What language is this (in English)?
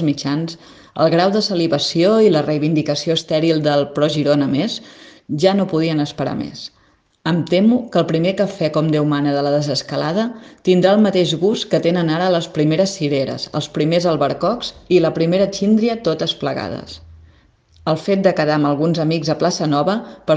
Catalan